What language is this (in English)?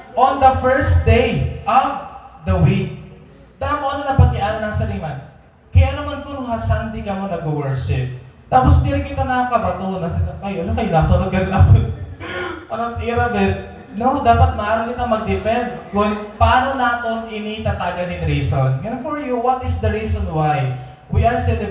Waray